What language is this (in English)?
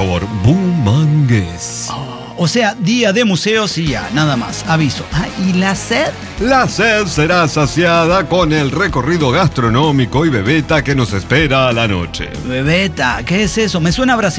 Spanish